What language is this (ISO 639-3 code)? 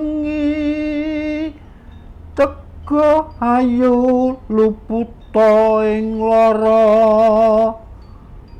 jav